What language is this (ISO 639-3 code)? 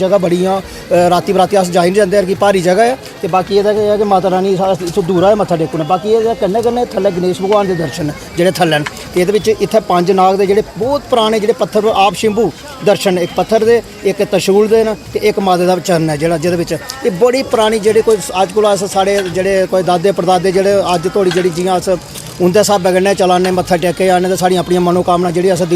doi